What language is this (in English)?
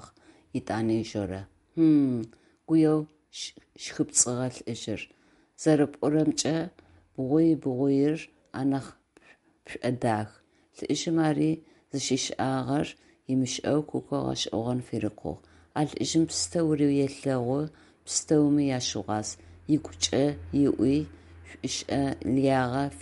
Adyghe